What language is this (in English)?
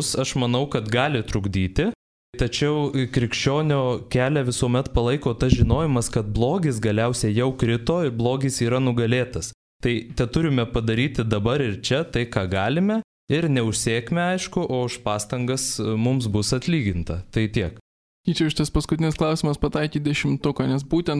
Lithuanian